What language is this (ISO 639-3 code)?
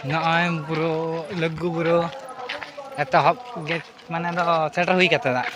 sat